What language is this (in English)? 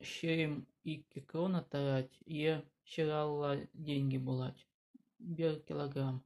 Chuvash